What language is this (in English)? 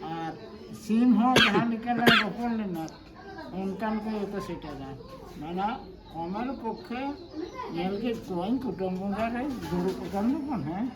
Santali